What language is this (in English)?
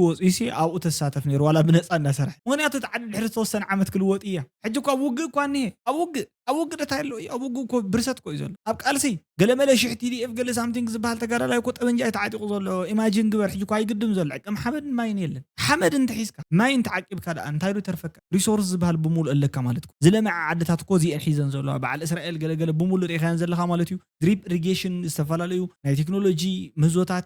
Tigrinya